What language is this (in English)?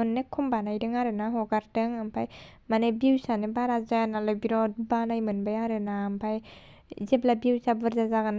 Bodo